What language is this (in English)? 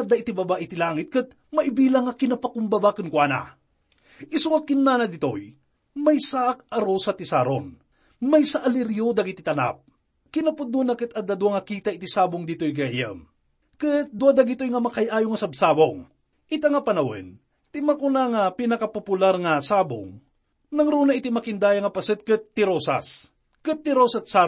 Iloko